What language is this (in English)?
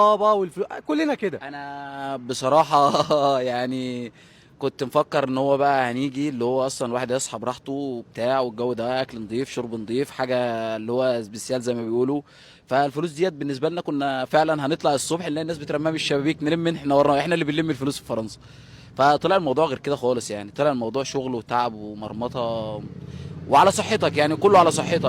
Egyptian Arabic